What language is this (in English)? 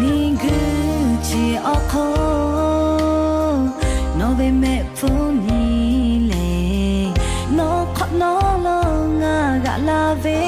Lahu